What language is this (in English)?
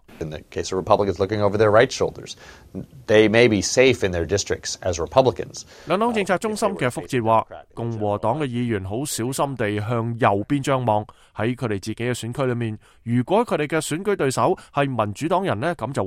Cantonese